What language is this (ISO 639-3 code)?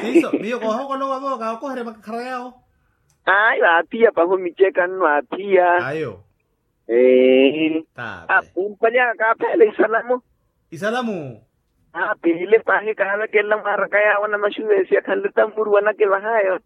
vmw